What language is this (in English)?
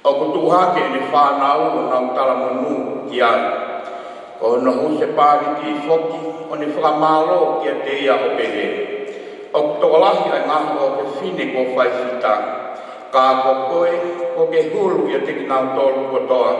Tongan